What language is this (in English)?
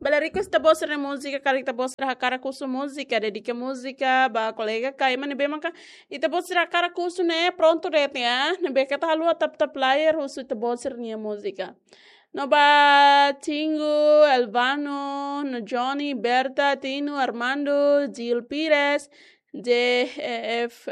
Tetum